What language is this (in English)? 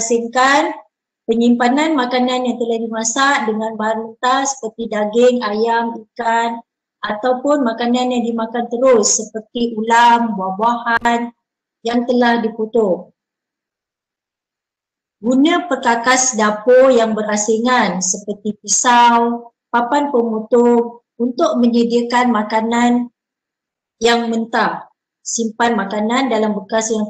Malay